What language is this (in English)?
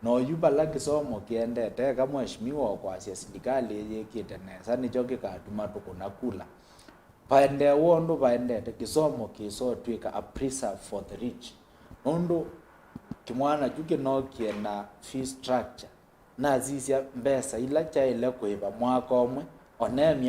Kamba